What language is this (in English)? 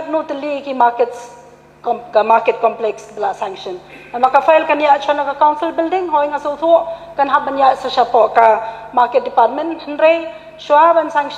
Khasi